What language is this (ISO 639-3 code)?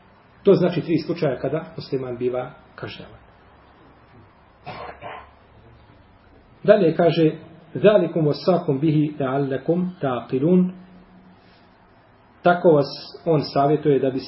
bos